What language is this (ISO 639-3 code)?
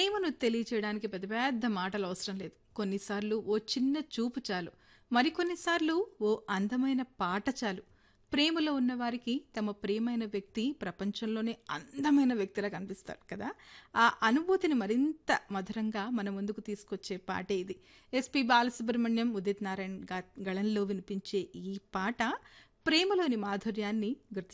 tel